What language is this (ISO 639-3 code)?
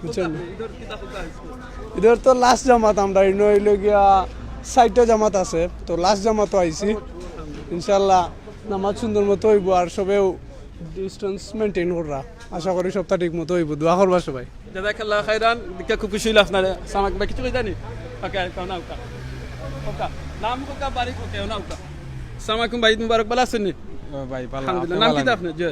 syl